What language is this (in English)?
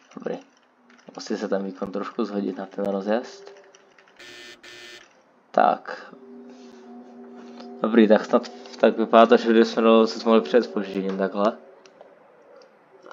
Czech